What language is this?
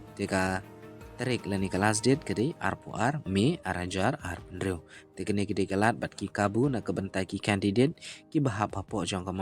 Khasi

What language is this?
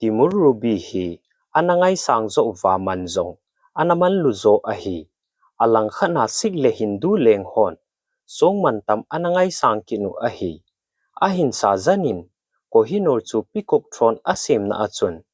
Thado Chin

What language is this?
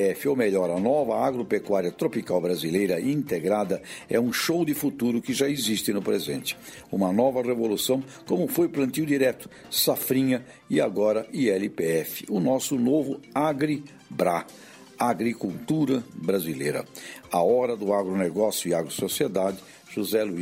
Portuguese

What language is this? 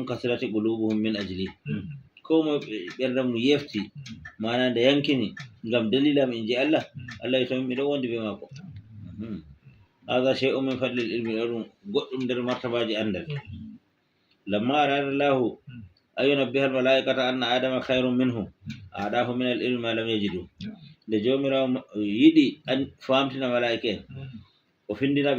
Fula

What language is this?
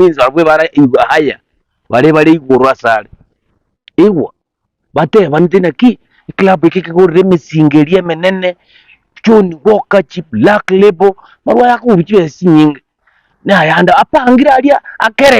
Gusii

